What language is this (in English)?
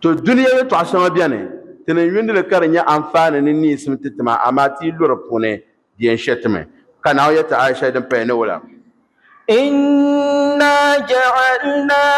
Dagbani